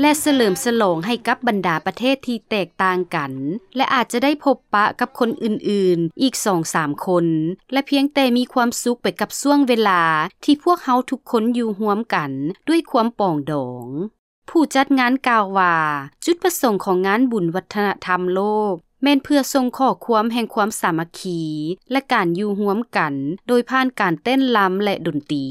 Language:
Lao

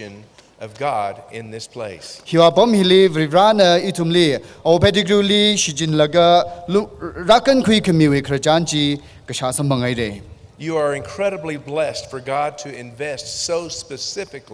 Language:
Tangkhul Naga (India)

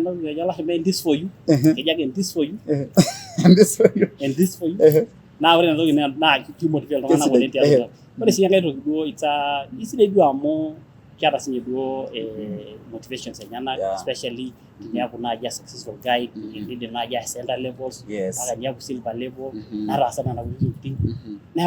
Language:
Masai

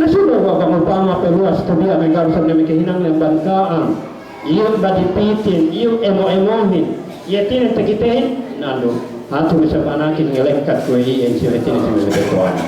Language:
Yakan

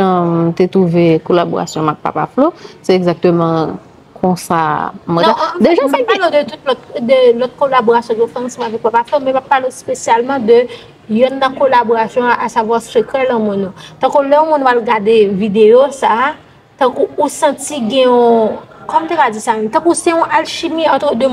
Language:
Haitian Creole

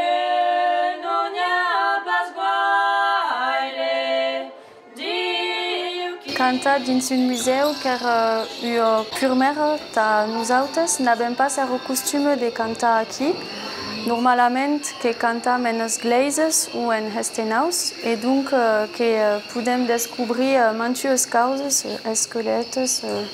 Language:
Occitan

